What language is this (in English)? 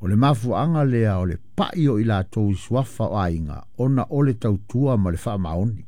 Samoan